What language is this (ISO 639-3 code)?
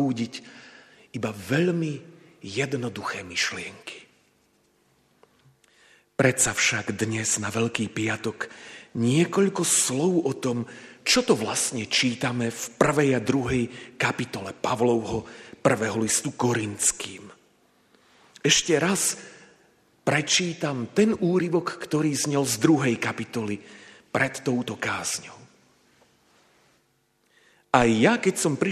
slk